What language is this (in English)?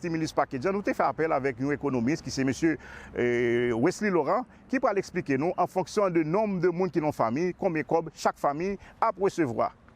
Haitian Creole